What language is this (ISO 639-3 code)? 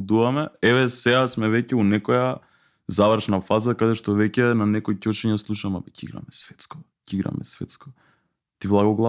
mkd